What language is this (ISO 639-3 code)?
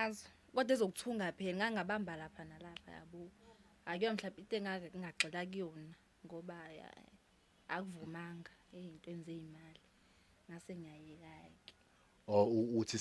zul